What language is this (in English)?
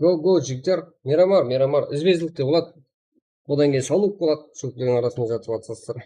Kara-Kalpak